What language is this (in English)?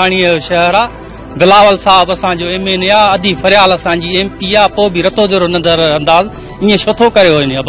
Sindhi